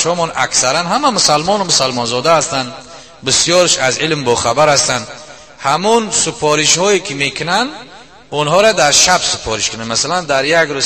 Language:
Tajik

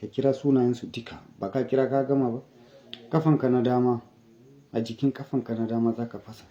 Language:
Hausa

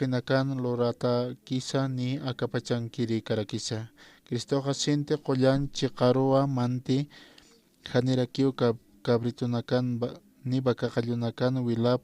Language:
Aymara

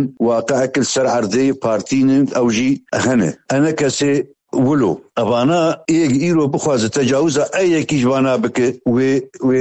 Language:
Kurdish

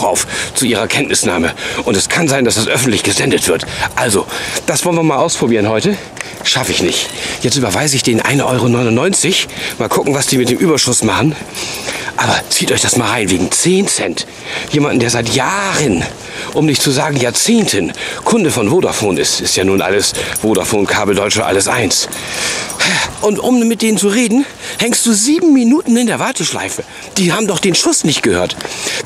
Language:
German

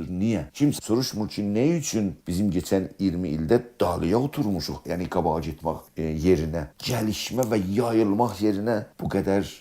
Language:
South Azerbaijani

